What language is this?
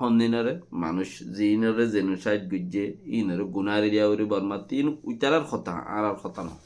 Rohingya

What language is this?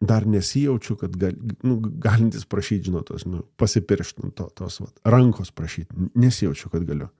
Lithuanian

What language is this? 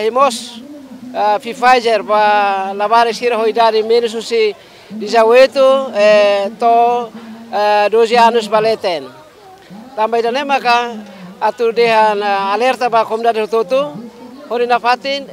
Tetum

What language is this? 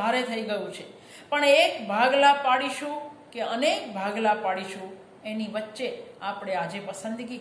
Gujarati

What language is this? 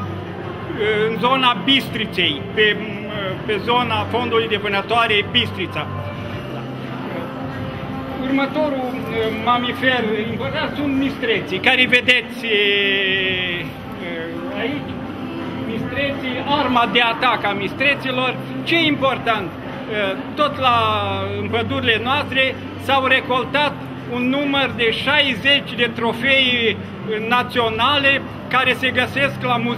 Romanian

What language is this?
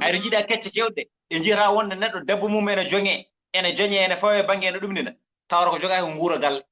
Fula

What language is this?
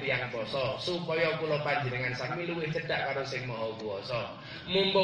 Javanese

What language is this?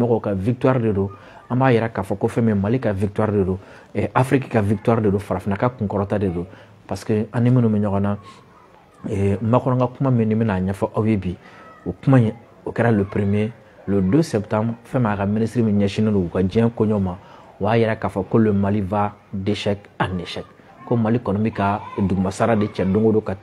Bambara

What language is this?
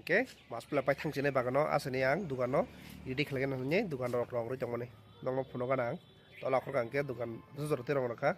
Kok Borok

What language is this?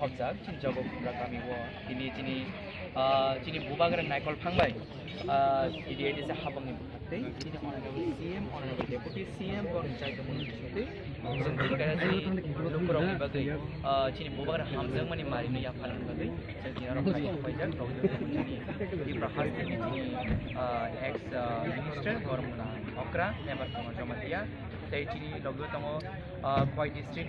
Kok Borok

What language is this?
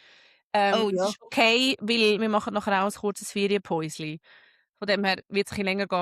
Swiss German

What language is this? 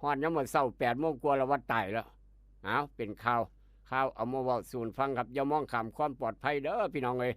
Northeastern Thai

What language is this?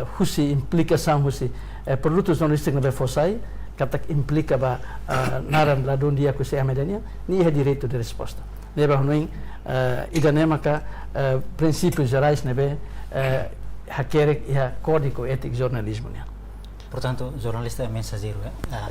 Tetum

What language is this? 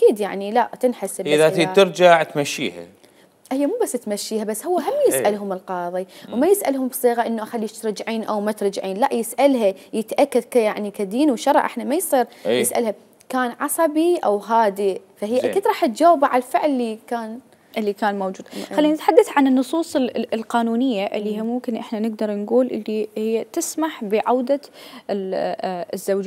Mesopotamian Arabic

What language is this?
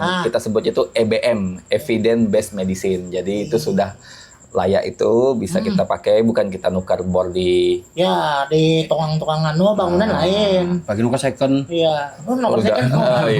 Banjar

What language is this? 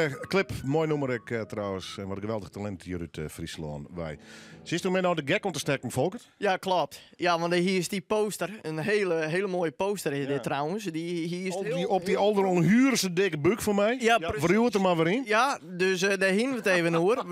Western Frisian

